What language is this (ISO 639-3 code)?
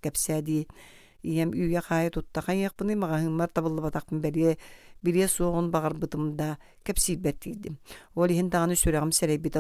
sah